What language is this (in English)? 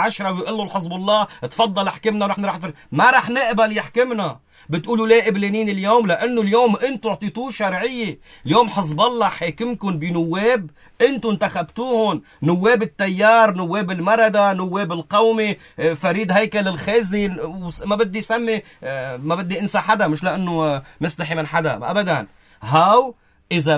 North Levantine Arabic